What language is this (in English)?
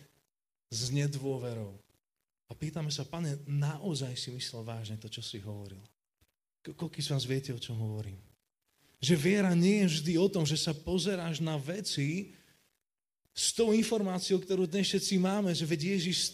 Slovak